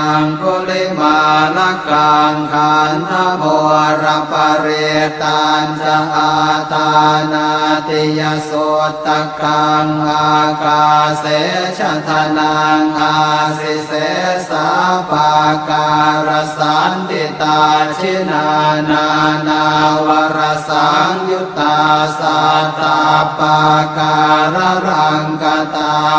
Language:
Pali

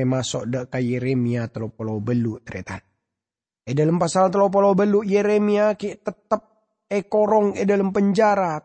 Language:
Madurese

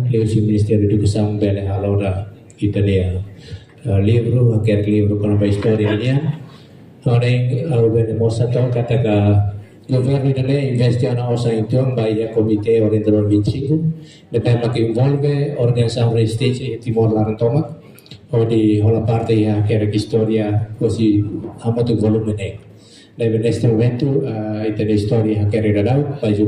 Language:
Tetum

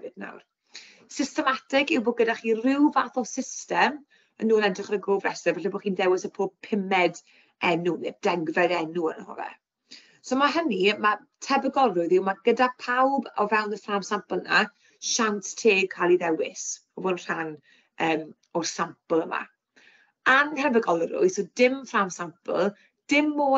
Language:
Welsh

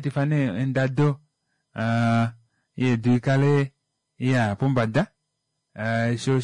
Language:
Kuanyama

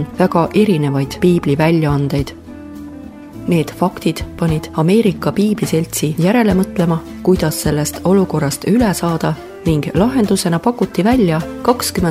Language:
Estonian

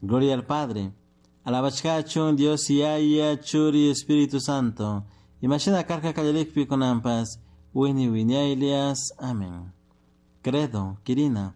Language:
Chimborazo Highland Quichua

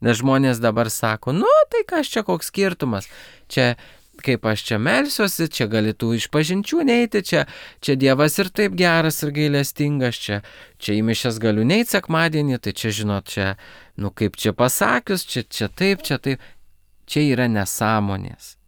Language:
Lithuanian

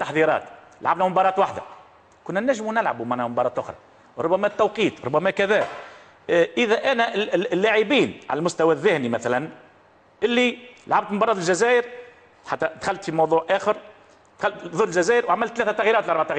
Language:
Tunisian Arabic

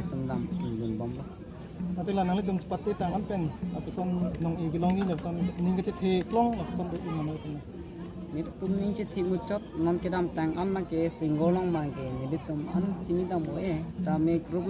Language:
Karbi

